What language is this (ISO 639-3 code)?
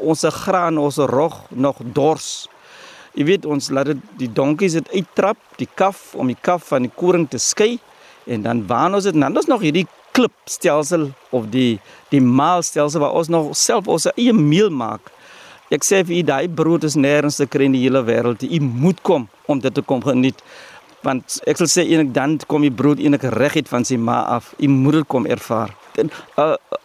afr